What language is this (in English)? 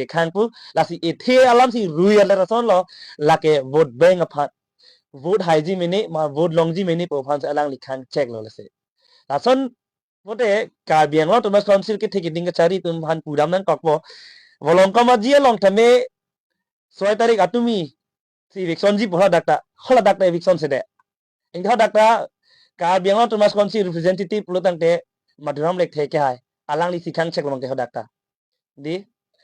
Karbi